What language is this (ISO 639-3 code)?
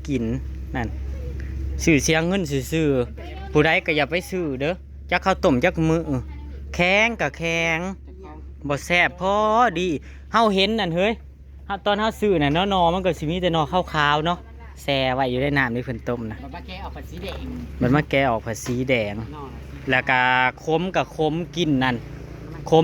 tts